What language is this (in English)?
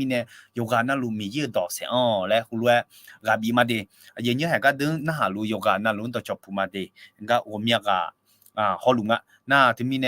Akha